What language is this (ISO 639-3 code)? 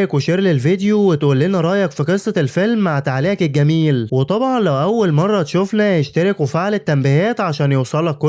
arz